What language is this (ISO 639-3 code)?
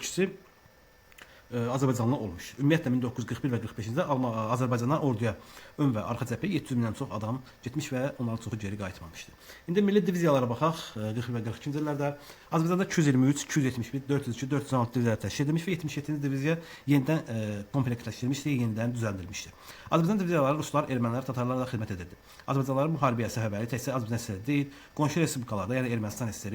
aze